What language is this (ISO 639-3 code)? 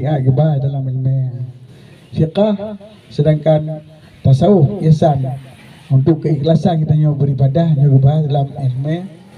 ace